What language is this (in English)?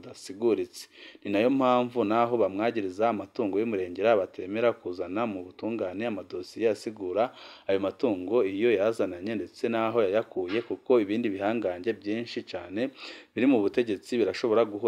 Rundi